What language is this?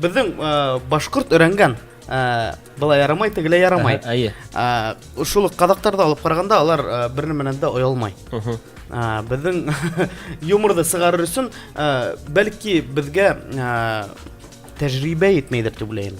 Bashkir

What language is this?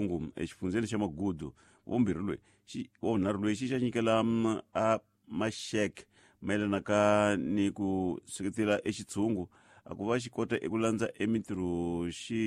Tsonga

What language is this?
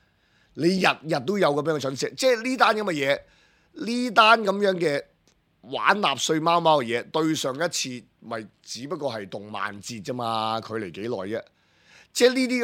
Cantonese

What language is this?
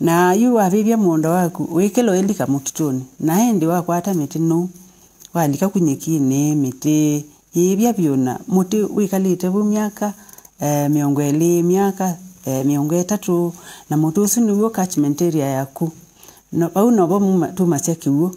Kamba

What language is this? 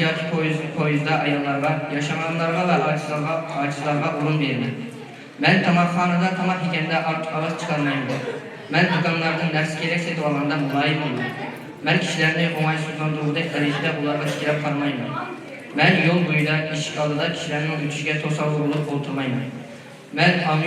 Uyghur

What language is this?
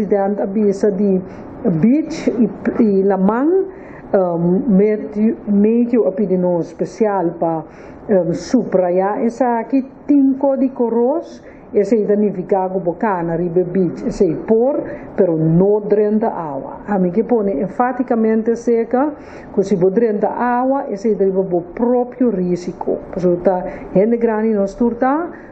Papiamento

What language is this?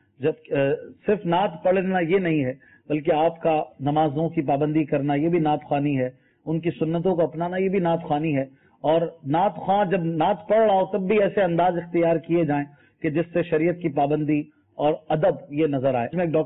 Urdu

